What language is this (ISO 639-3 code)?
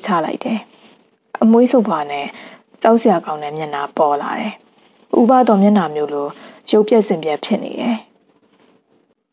mya